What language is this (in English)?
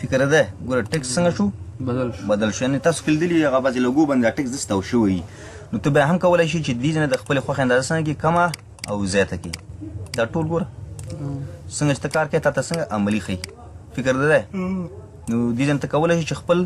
Pashto